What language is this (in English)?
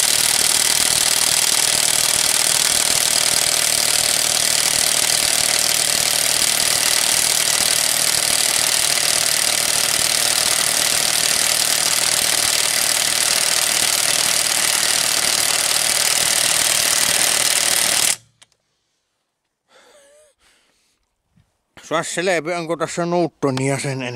Finnish